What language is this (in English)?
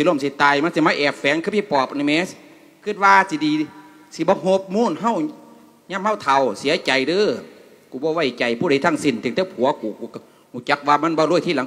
Lao